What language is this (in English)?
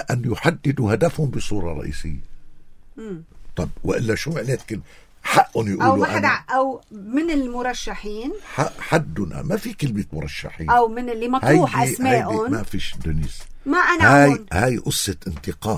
North Levantine Arabic